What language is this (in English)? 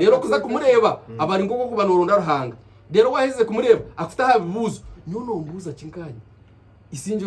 Nyankole